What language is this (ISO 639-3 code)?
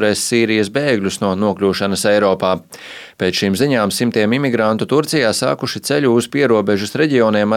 lav